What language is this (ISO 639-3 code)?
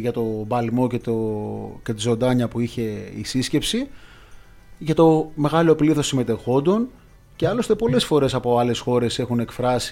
ell